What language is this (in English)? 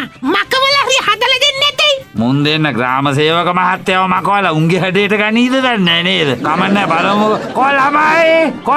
Sinhala